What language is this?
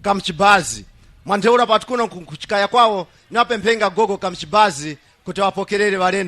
Nyanja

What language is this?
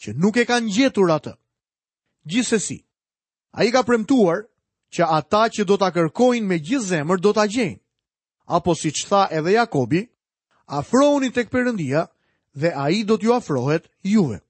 Albanian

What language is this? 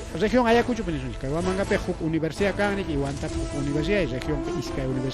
Ayacucho Quechua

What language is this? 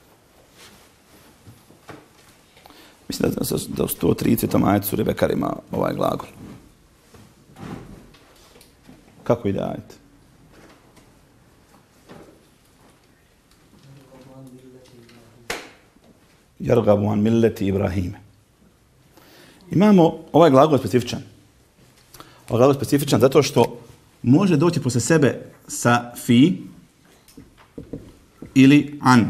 Bosnian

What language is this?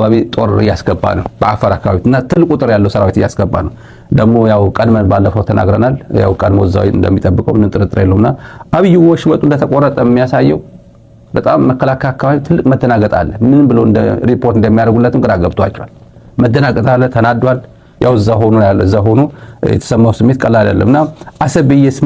Amharic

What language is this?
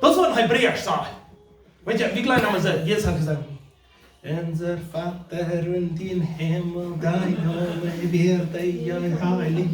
Plautdietsch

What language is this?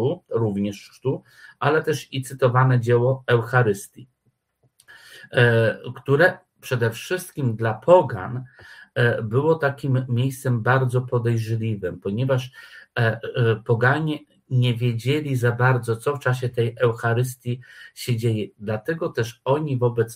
Polish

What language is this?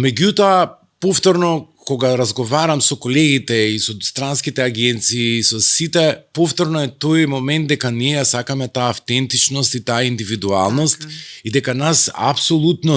Macedonian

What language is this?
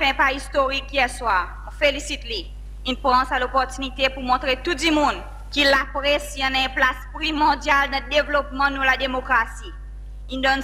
Seselwa Creole French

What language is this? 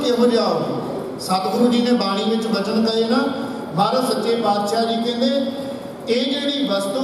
Punjabi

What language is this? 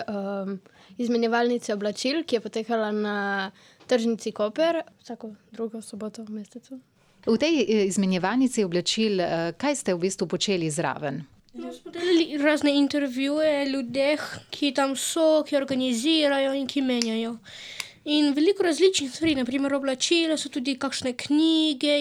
Slovenian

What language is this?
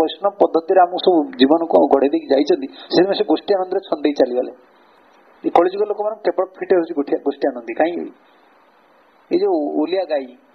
Odia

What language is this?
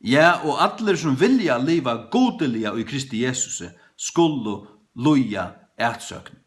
Faroese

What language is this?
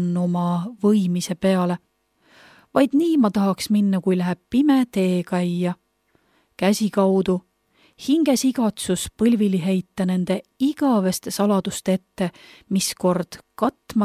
Estonian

